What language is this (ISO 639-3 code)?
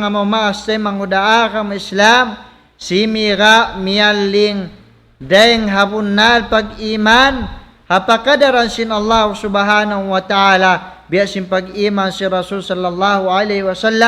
tsg